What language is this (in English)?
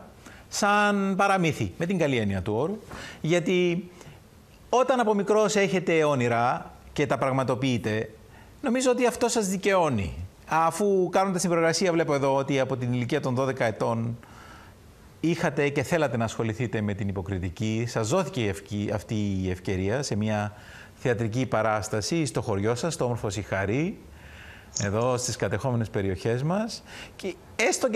Greek